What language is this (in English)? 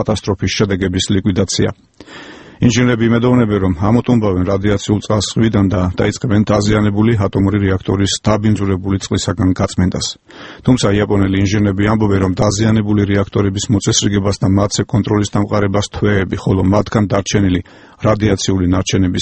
Georgian